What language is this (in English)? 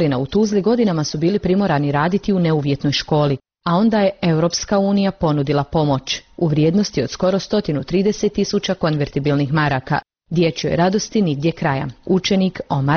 Bosnian